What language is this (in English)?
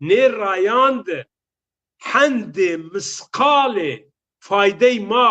Zaza